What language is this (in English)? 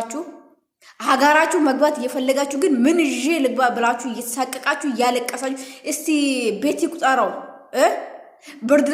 Amharic